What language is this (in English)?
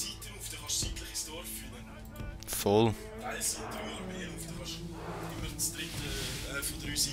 Swiss German